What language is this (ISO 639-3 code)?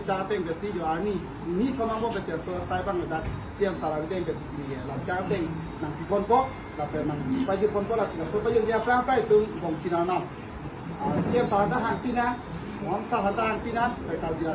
mjw